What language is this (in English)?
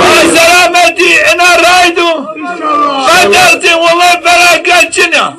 Zaza